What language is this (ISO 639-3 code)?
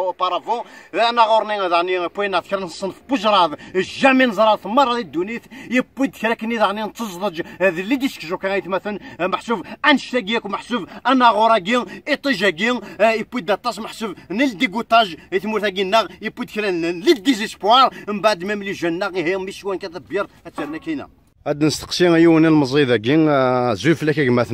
kab